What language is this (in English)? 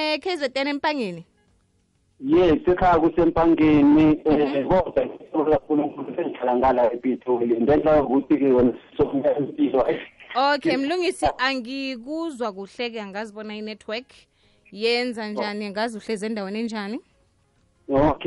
South Ndebele